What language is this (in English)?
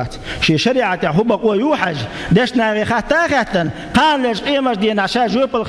Chechen